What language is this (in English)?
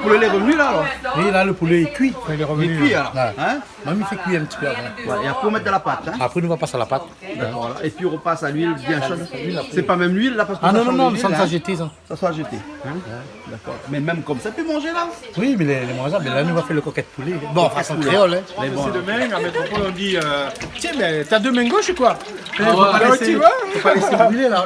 Réunion Creole French